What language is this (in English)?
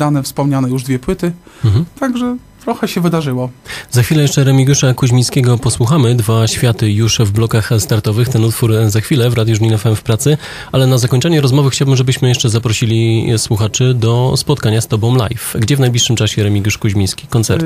Polish